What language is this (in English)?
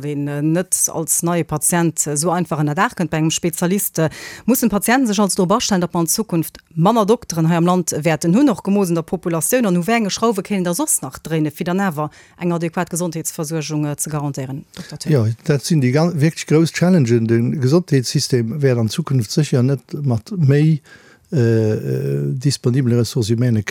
Luxembourgish